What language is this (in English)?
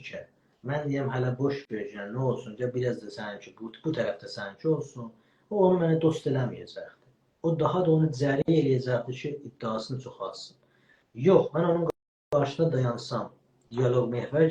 South Azerbaijani